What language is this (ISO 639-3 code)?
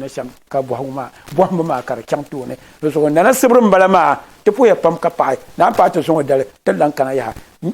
dag